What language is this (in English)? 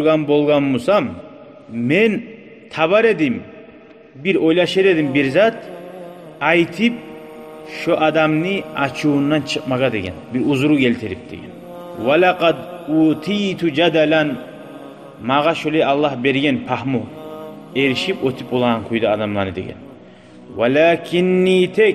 Kumyk